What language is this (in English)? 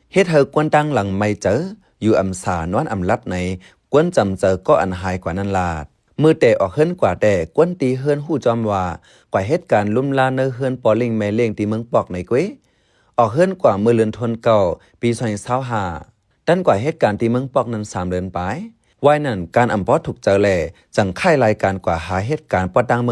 Shan